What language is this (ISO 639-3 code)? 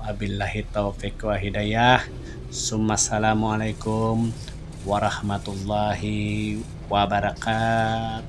bjn